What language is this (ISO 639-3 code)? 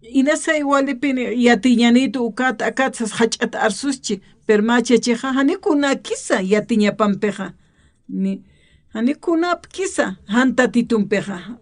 aym